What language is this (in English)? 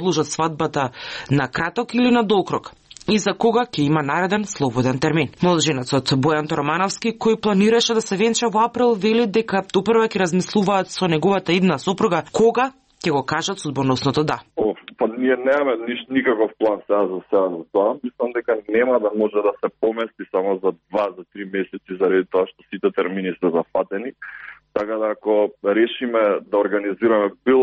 Macedonian